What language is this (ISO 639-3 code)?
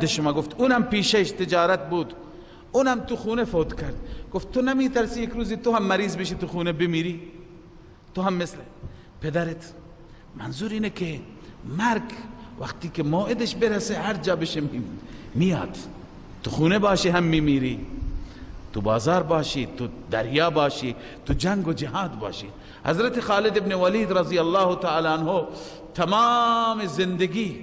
fas